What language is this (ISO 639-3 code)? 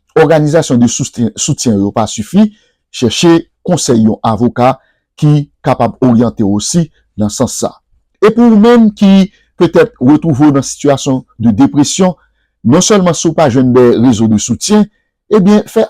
hat